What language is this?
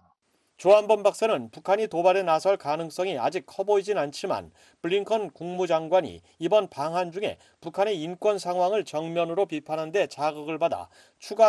Korean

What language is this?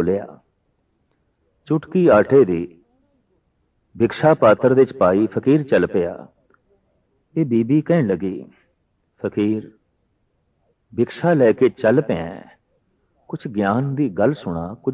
Punjabi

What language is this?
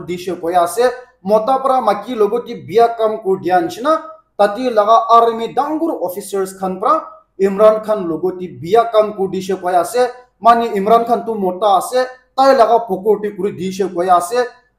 Naga Pidgin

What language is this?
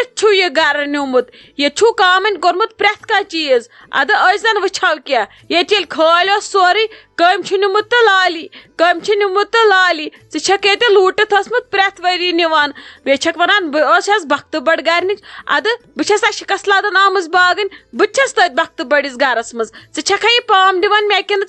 Kashmiri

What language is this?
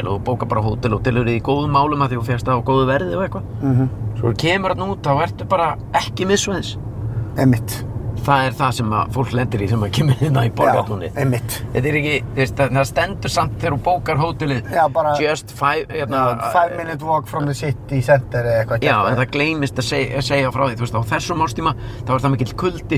Icelandic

